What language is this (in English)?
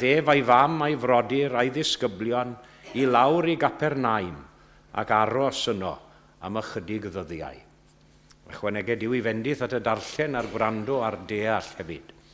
Welsh